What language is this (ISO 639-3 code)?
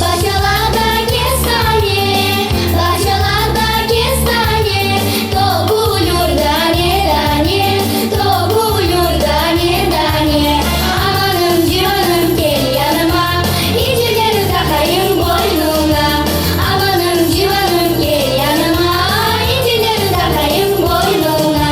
crh